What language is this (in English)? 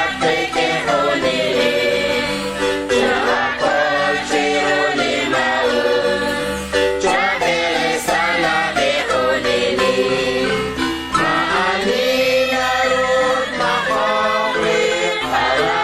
Kekchí